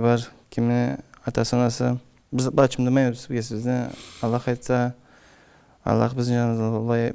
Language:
Karachay-Balkar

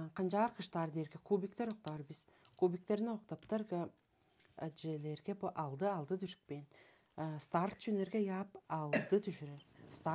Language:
Tuvinian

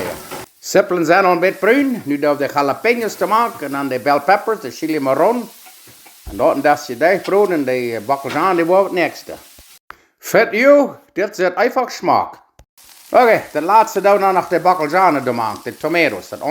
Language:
Plautdietsch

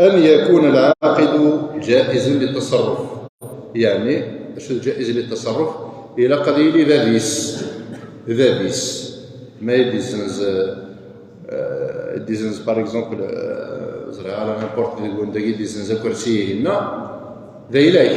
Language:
Kabyle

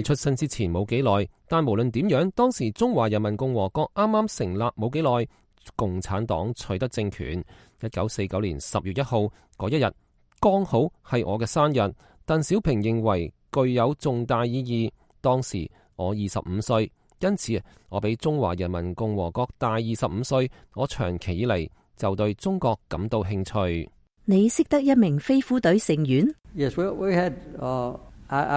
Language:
Cantonese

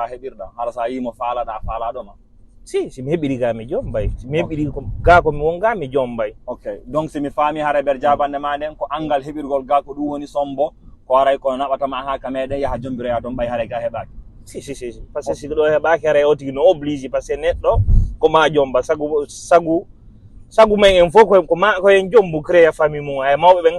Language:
Fula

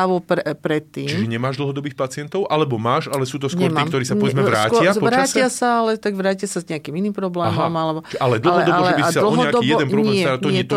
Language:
Slovak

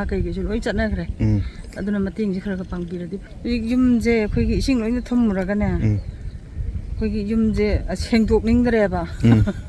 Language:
Manipuri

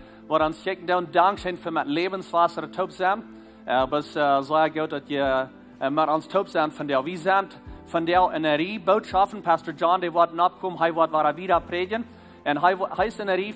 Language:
Plautdietsch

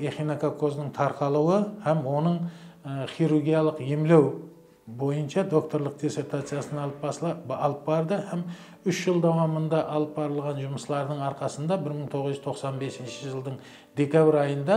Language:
Kara-Kalpak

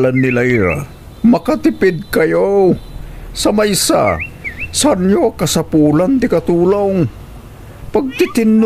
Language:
Iloko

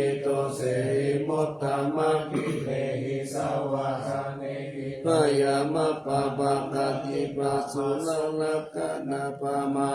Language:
Pali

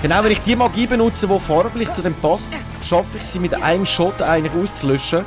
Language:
Swiss German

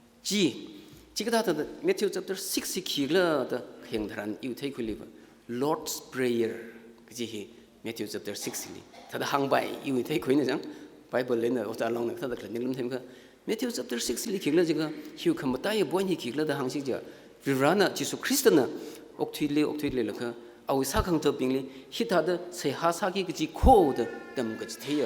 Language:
Tangkhul Naga (India)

